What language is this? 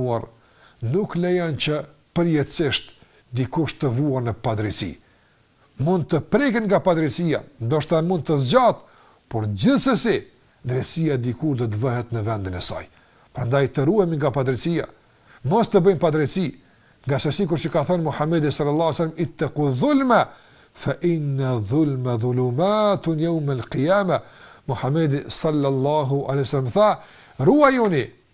Albanian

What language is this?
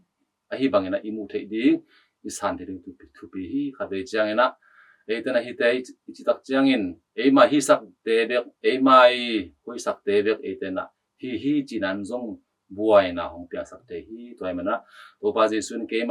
Tedim Chin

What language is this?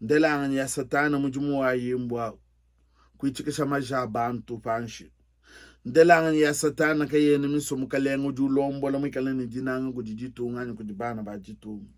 Luba-Lulua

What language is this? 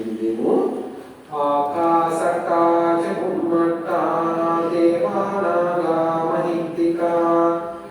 Sinhala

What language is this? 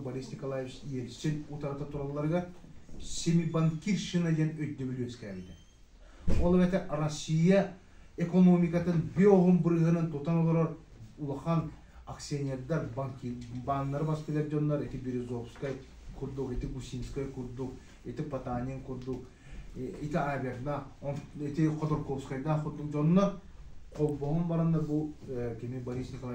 Yakut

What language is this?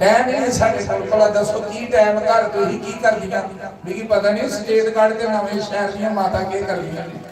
Dogri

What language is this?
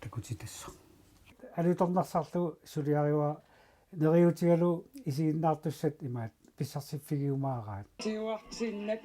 Kalaallisut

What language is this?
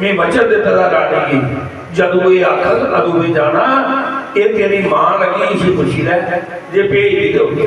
Dogri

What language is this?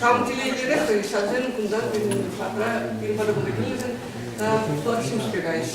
Chuvash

